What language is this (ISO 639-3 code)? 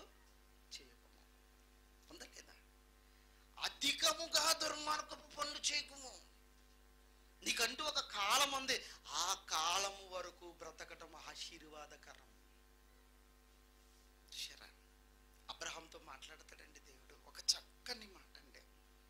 tel